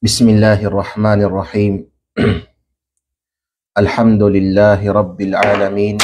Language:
Kalagan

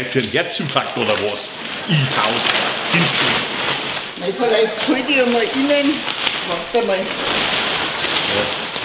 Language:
Bavarian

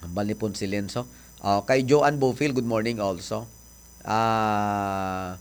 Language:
Hiligaynon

